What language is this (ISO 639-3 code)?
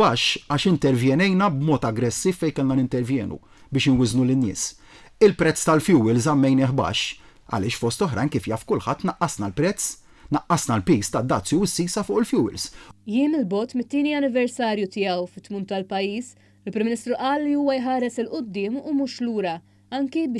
mlt